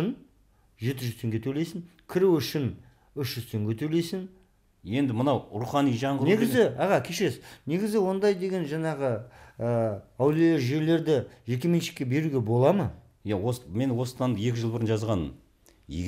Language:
Kazakh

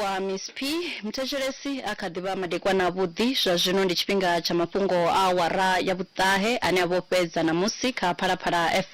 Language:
Venda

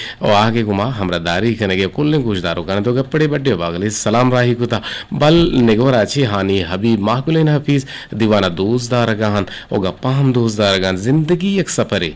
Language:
Eastern Balochi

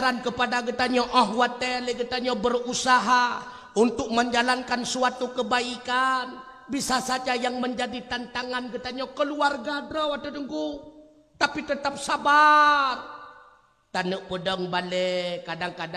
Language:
Achinese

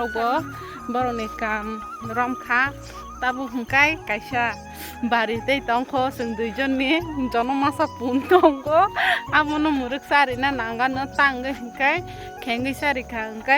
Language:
Kok Borok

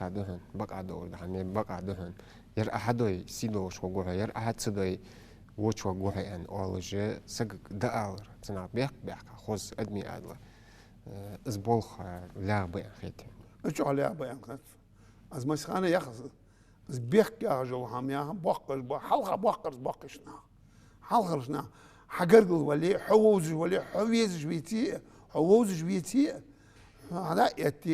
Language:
Ingush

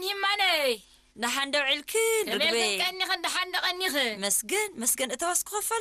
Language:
Tigrinya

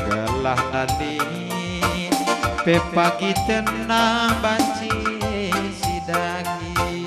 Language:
Batak Karo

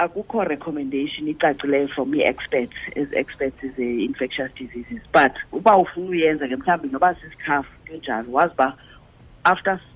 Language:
Xhosa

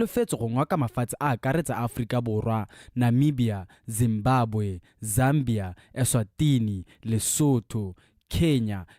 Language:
Tswana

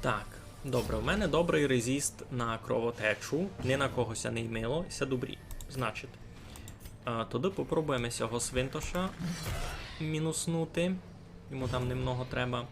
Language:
Rusyn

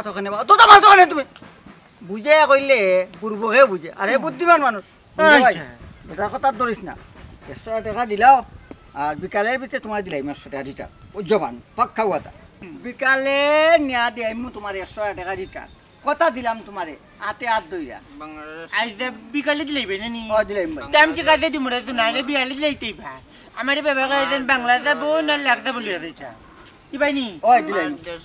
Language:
Sylheti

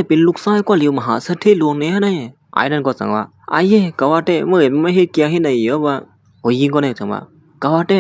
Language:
Shan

